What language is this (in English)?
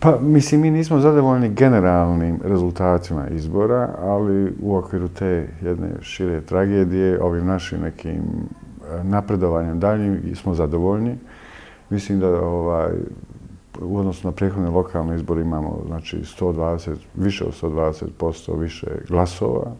Bosnian